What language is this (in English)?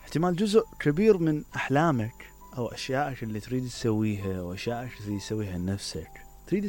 Mesopotamian Arabic